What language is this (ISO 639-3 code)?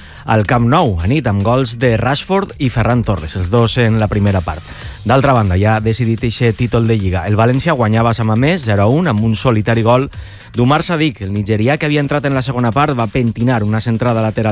cat